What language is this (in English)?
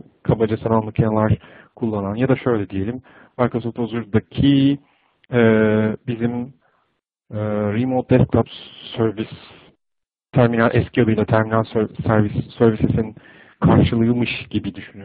Turkish